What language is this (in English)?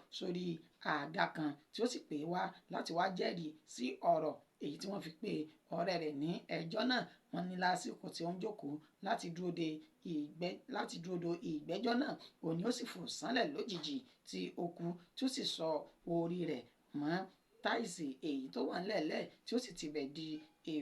Yoruba